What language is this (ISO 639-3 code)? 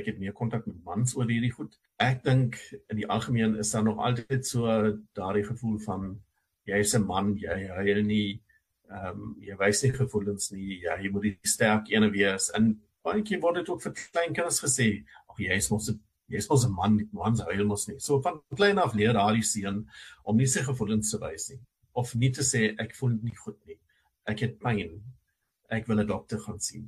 afr